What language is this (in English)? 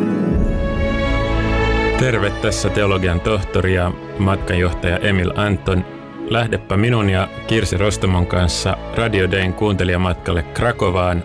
Finnish